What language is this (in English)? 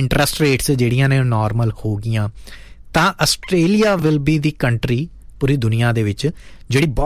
Punjabi